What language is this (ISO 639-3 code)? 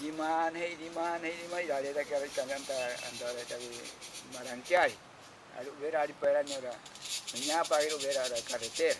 prq